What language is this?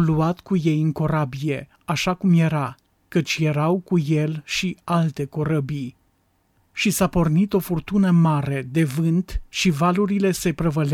Romanian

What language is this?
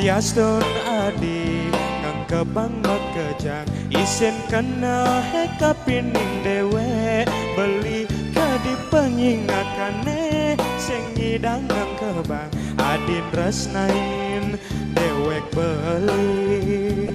Balinese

